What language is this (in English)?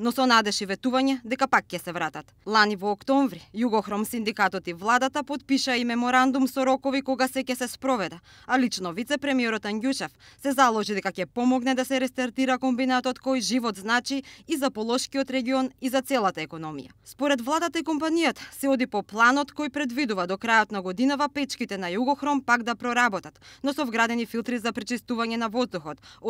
Macedonian